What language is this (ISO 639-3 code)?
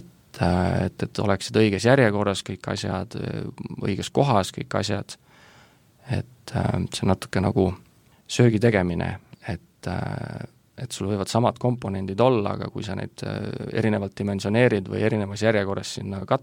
est